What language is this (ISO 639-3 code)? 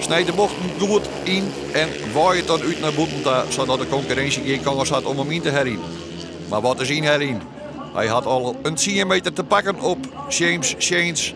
fry